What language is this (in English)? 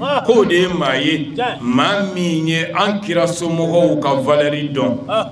Bambara